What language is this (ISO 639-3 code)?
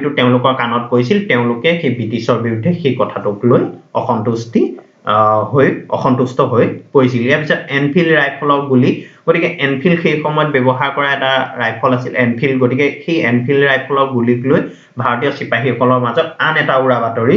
asm